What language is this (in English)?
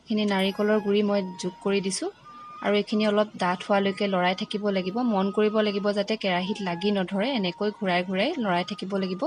Assamese